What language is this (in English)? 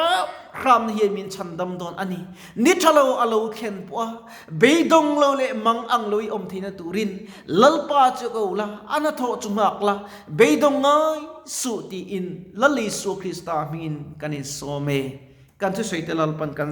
Mizo